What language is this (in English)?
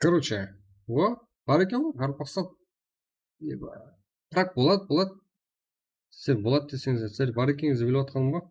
Kara-Kalpak